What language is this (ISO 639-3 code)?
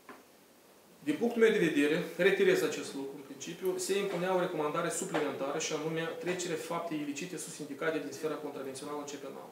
ron